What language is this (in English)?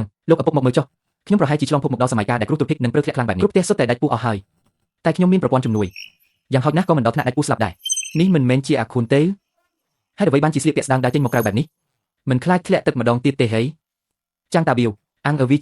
Khmer